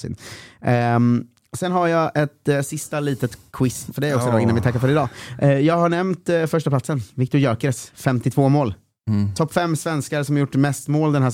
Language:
Swedish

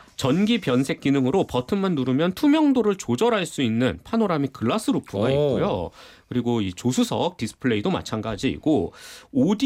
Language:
Korean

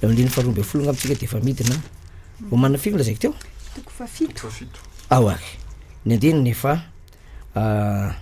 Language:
Malagasy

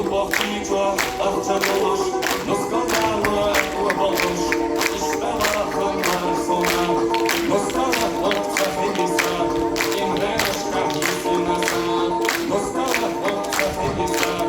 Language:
Chechen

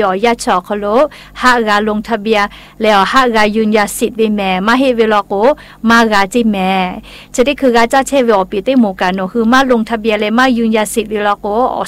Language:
Thai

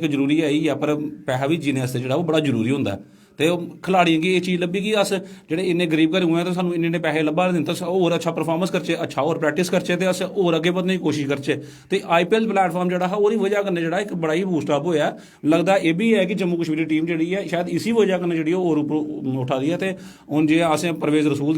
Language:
Dogri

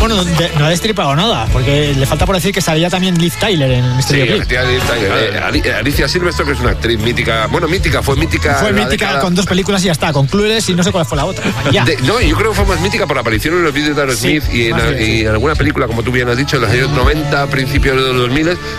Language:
Spanish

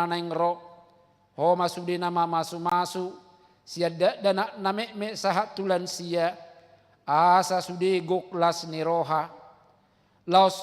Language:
Batak Toba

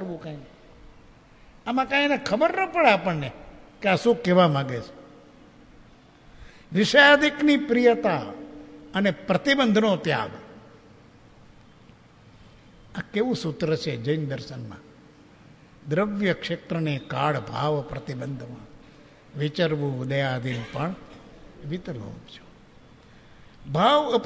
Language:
Gujarati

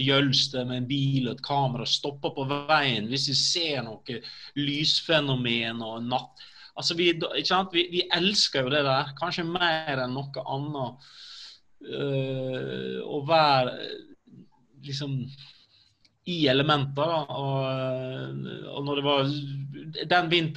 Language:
Norwegian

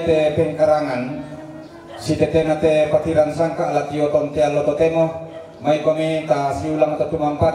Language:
Toraja-Sa'dan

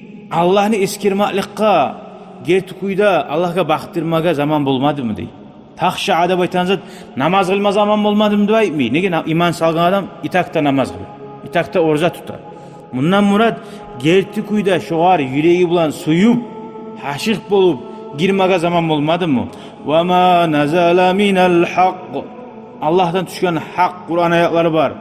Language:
Kumyk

